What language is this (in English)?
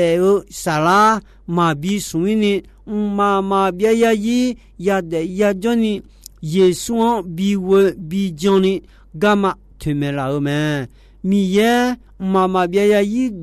Akha